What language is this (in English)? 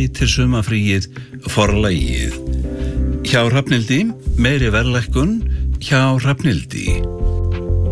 Icelandic